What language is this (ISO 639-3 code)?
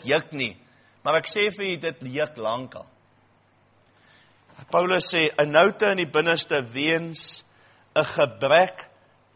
afr